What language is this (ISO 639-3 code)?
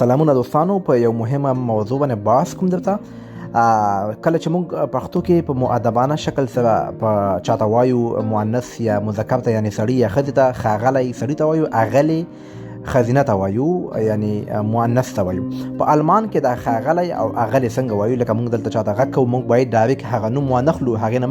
pus